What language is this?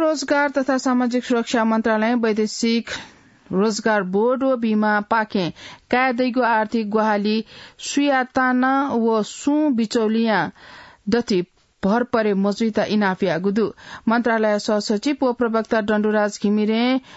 Newari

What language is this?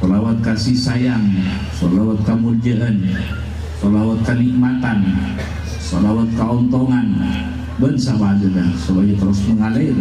Madurese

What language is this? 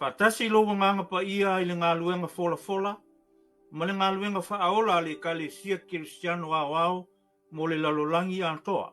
Samoan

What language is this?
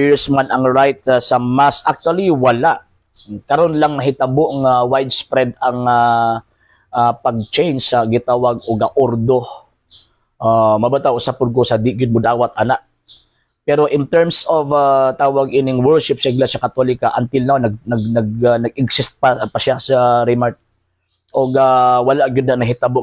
Cebuano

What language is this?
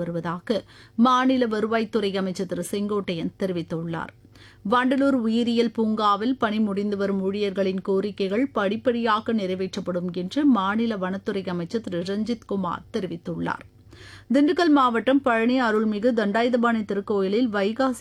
Tamil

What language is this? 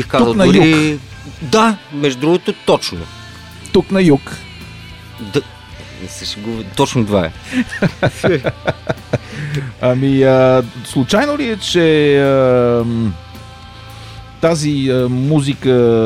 Bulgarian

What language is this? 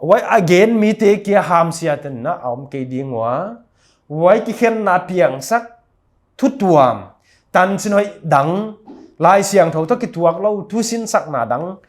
Paite Chin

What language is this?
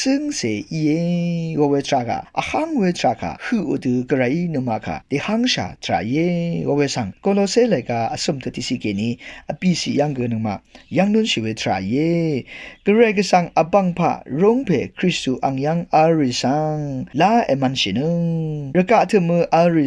Rawang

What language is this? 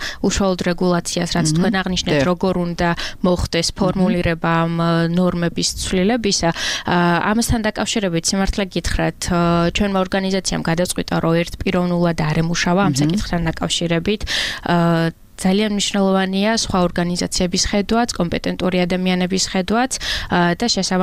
Georgian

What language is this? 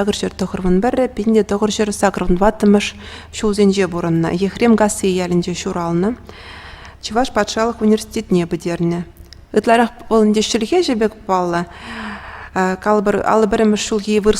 Chuvash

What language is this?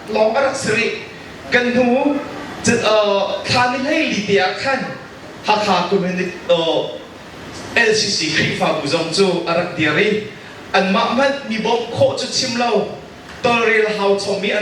Hakha Chin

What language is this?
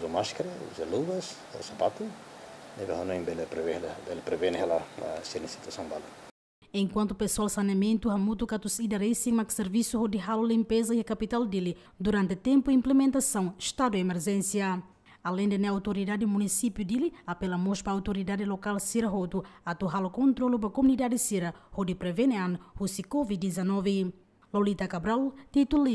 Tetum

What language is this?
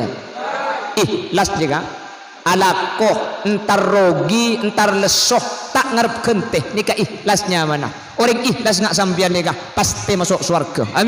Madurese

